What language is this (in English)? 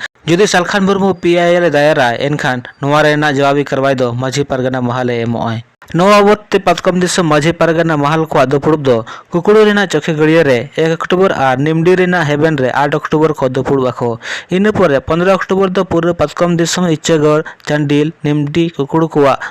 Santali